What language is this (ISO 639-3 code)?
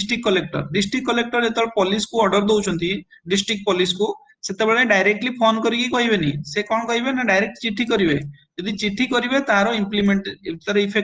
ori